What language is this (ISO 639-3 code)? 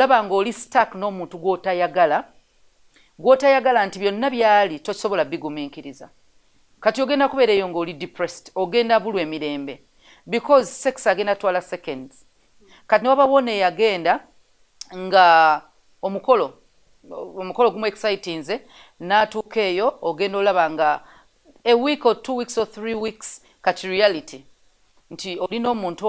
lug